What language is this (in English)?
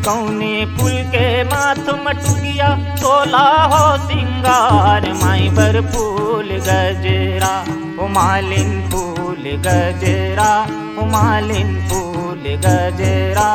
Chhattisgarhi